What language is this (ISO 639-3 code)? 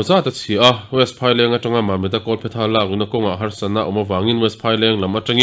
lus